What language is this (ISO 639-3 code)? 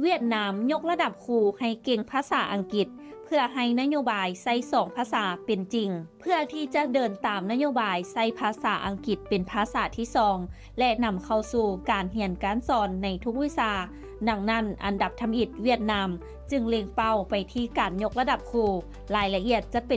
lao